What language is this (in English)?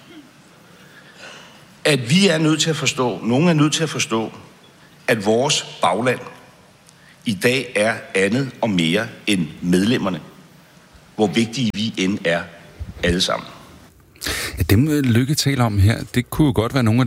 Danish